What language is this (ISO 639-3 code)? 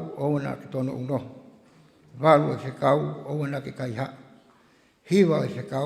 ton